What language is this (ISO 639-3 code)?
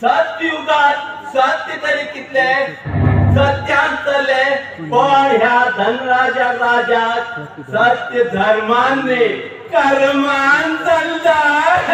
kok